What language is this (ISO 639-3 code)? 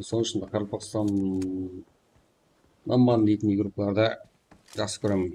kaa